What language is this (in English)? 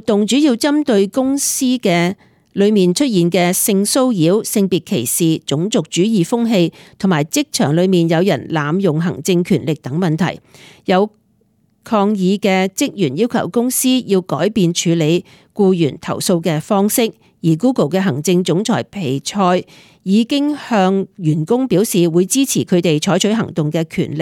Cantonese